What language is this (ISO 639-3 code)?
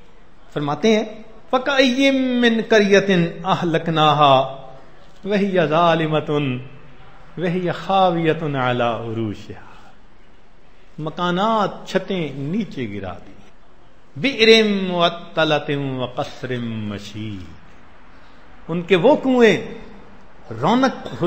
urd